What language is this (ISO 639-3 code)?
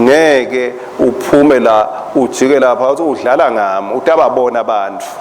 ssw